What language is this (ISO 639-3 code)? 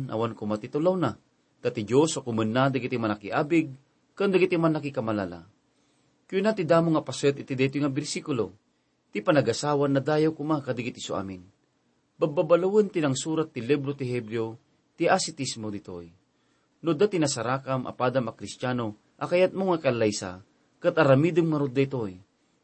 ilo